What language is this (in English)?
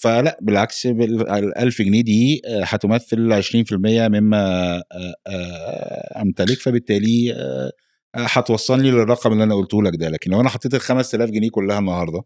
Egyptian Arabic